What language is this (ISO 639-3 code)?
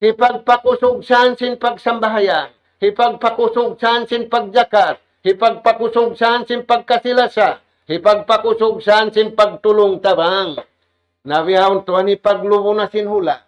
tsg